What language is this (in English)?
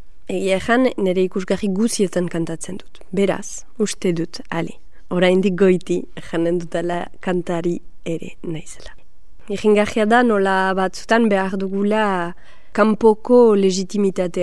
Basque